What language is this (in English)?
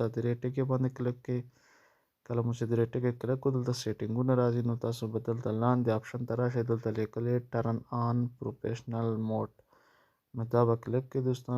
Pashto